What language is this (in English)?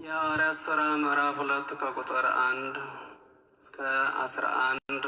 Amharic